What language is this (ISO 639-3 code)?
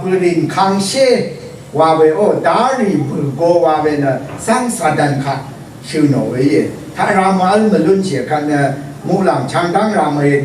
raw